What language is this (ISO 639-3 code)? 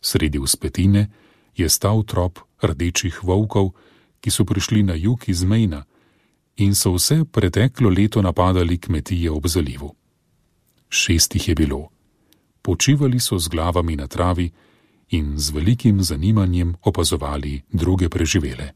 slv